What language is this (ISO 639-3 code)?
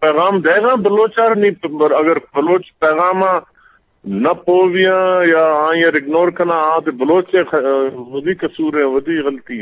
bgp